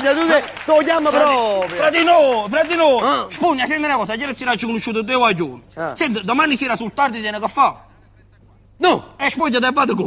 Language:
Neapolitan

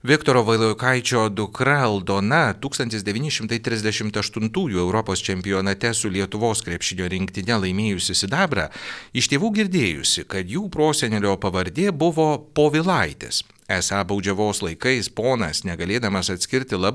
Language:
Lithuanian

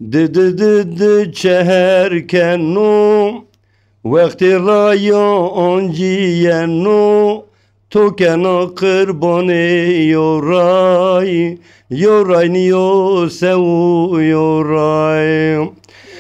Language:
Zaza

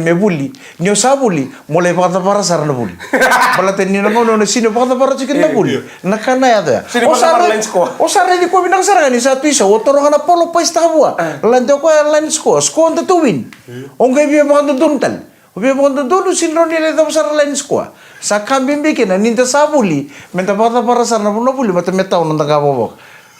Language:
Fijian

